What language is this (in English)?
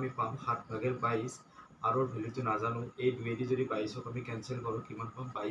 Assamese